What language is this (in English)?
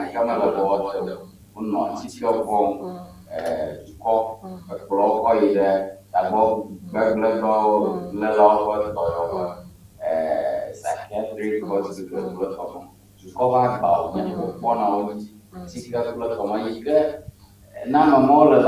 Ewe